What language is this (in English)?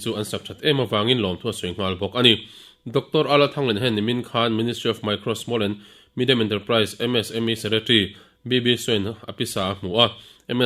Mizo